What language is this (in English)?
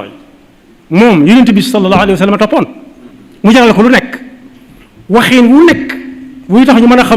Wolof